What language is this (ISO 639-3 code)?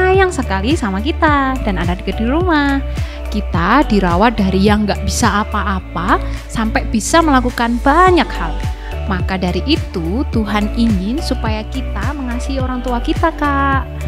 ind